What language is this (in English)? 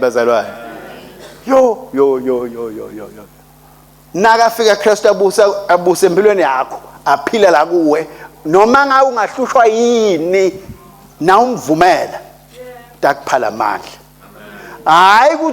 Swati